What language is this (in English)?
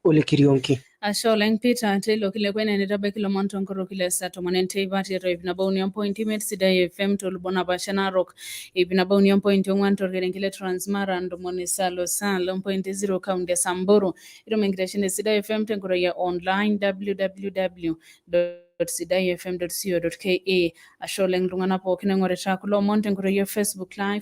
Masai